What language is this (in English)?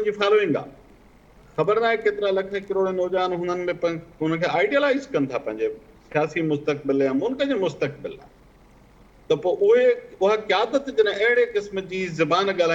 Sindhi